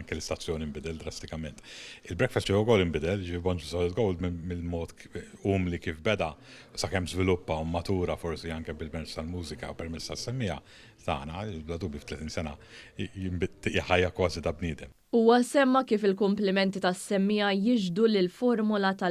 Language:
Maltese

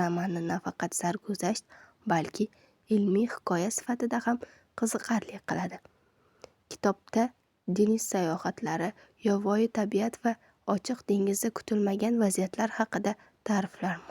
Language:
Uzbek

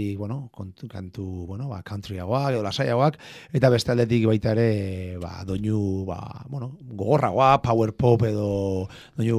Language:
Basque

